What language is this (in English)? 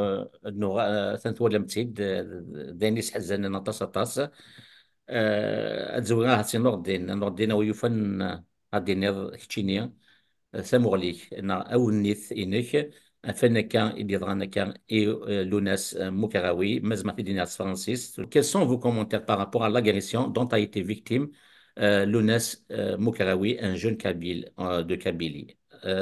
Kabyle